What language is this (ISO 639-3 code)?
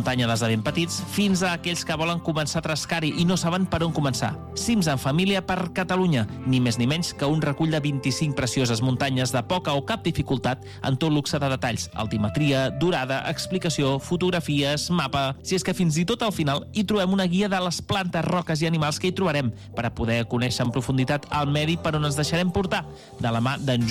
cat